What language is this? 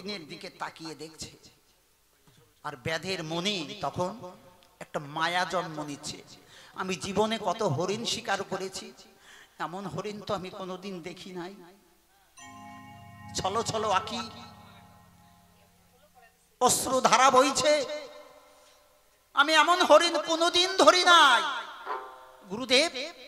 Bangla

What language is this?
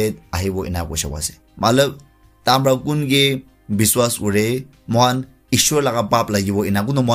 Naga Pidgin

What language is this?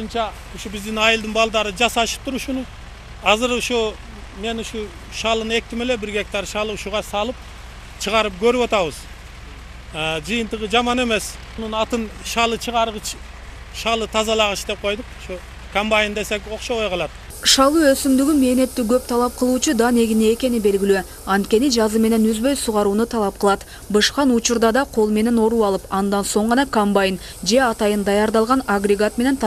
Kyrgyz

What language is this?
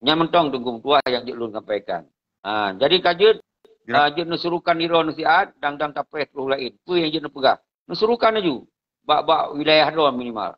Achinese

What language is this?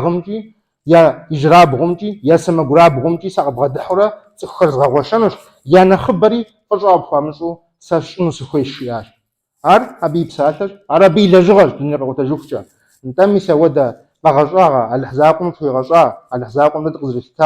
Kabardian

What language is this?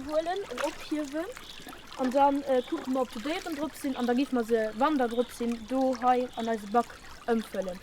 Luxembourgish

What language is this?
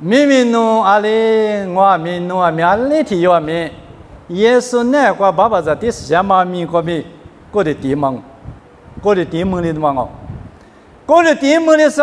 Lisu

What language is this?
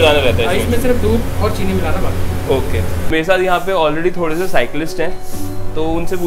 Hindi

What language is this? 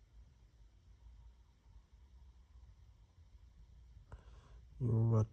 Lao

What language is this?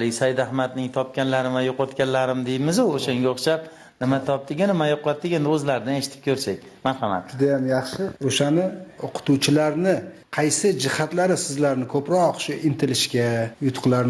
Uzbek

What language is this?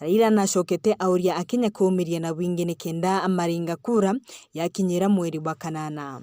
Meru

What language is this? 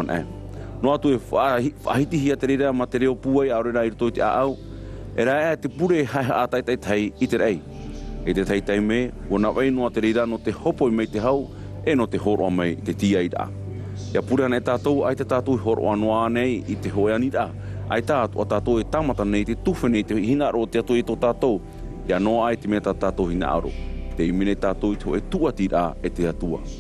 Tahitian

